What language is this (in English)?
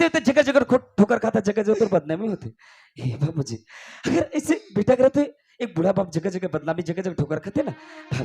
Chhattisgarhi